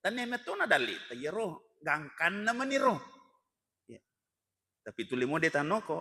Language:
Buginese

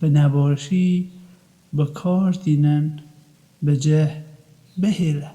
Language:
Kurdish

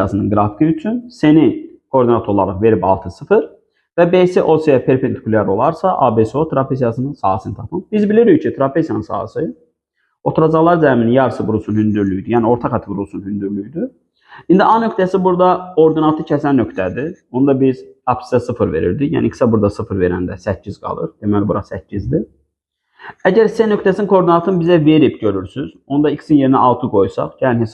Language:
Azerbaijani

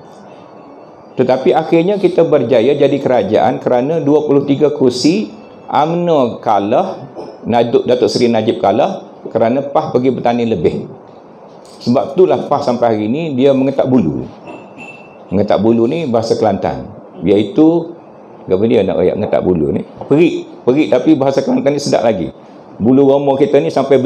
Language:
Malay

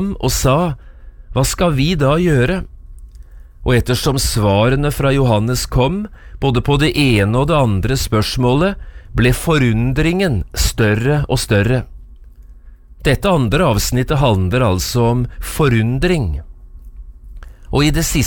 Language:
Norwegian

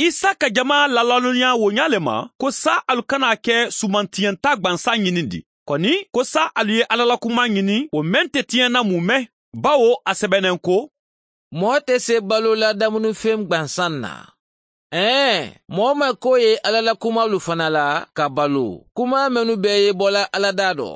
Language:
Mandingo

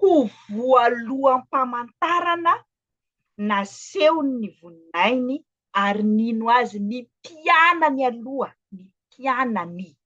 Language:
Malagasy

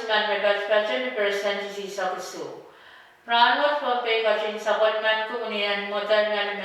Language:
Pohnpeian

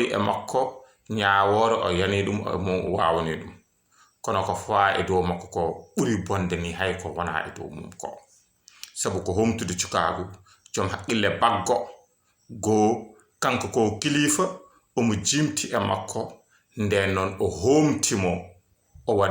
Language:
Fula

